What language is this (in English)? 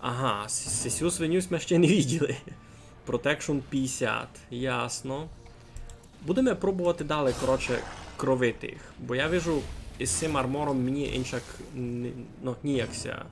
Rusyn